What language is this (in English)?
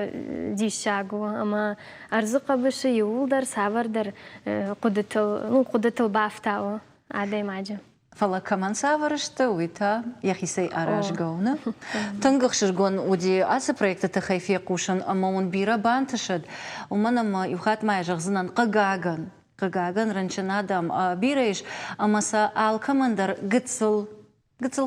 Ossetic